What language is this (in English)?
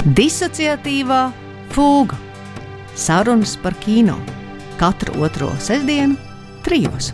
Latvian